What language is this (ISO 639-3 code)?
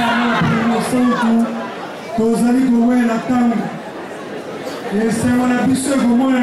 fra